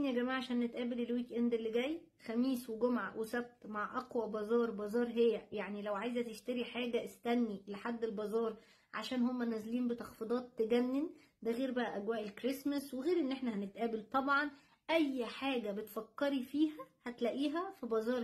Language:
Egyptian Arabic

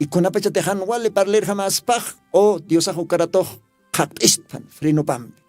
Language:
Aymara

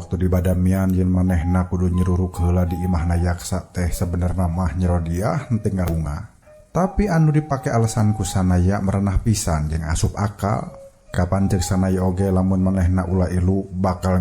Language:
Sundanese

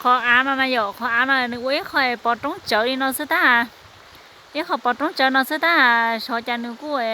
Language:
Hmong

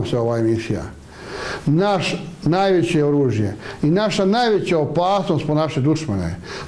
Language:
Bosnian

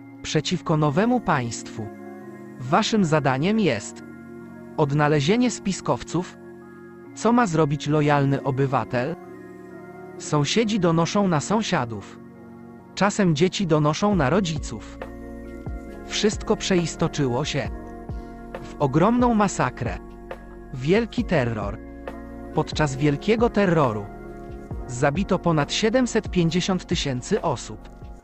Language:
Polish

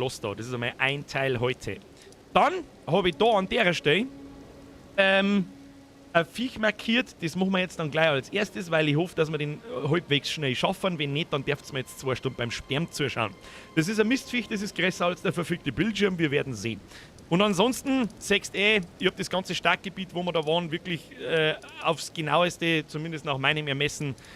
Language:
Bavarian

